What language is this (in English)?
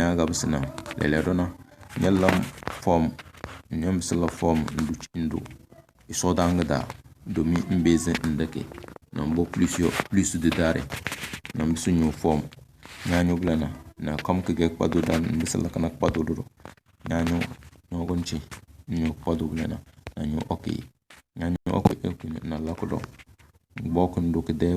Tem